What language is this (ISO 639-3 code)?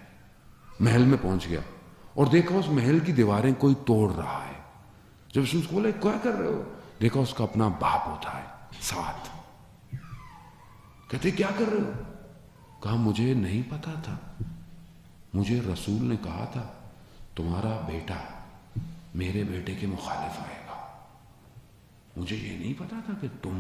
urd